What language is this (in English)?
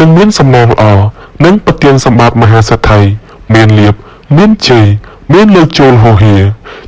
Khmer